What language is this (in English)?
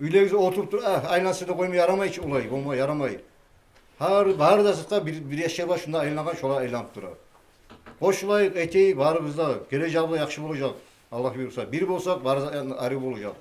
Kumyk